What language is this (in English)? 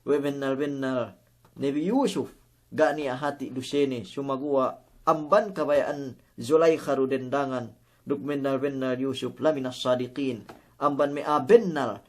Yakan